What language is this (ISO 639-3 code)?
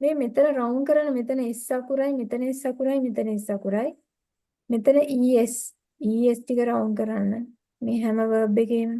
sin